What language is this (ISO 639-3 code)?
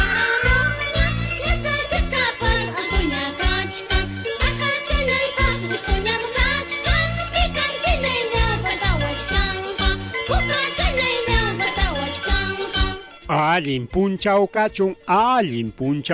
quy